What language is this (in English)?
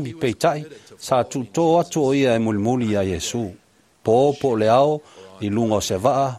Samoan